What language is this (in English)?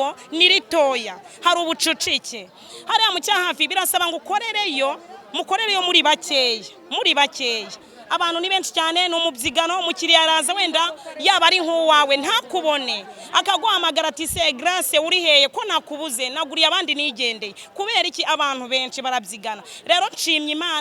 Kinyarwanda